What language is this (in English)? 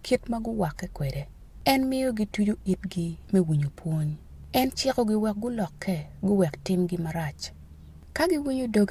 Acoli